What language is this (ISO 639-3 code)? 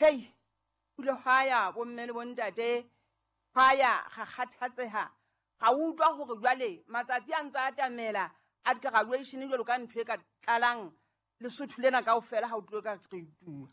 sot